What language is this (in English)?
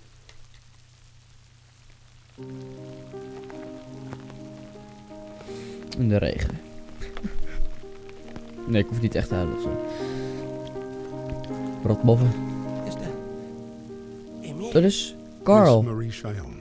Dutch